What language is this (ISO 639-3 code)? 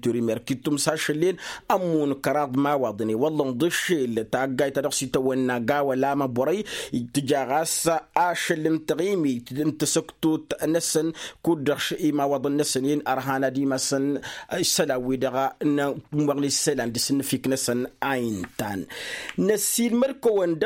taq